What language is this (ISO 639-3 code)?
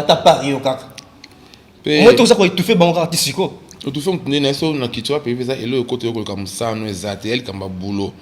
lin